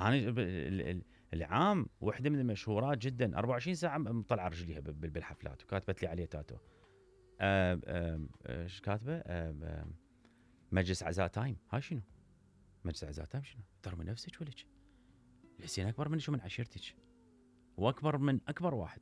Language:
Mesopotamian Arabic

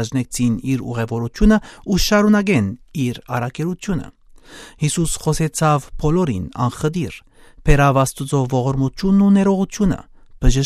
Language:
Armenian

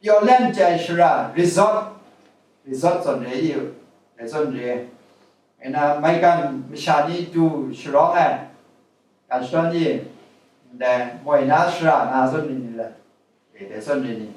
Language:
Kachin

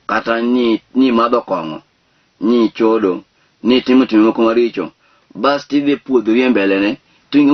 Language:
Luo (Kenya and Tanzania)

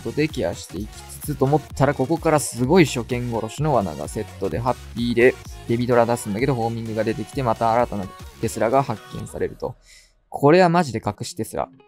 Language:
Japanese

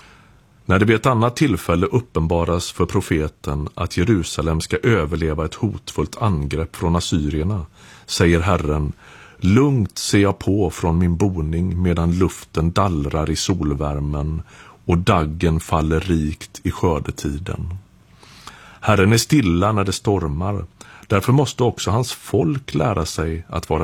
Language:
Swedish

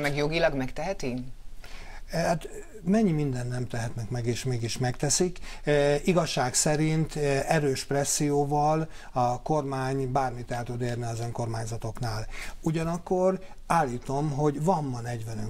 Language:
Hungarian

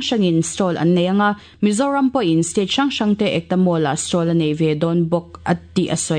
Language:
Mizo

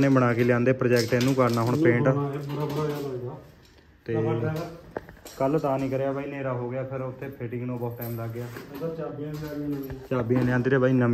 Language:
Punjabi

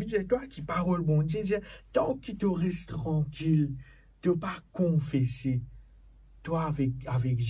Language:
Morisyen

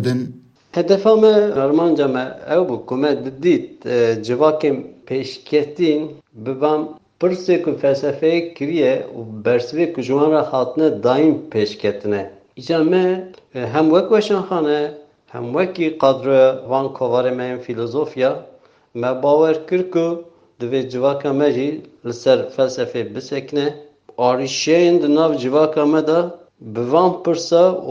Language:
Kurdish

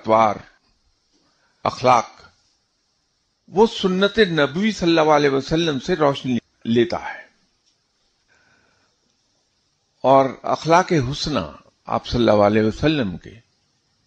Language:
Urdu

